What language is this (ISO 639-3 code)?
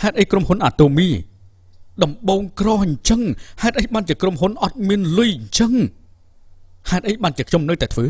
khm